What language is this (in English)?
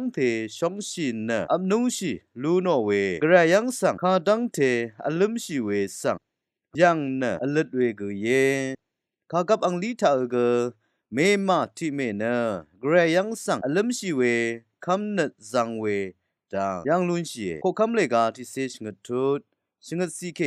Rawang